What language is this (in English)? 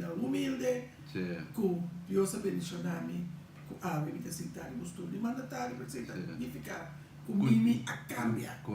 Papiamento